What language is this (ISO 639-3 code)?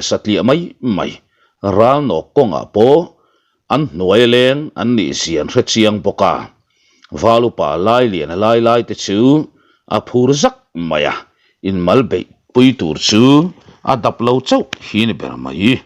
lus